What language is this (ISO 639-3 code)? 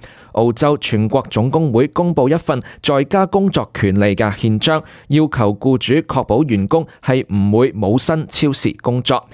yue